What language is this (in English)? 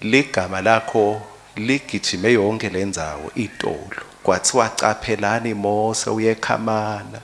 Swati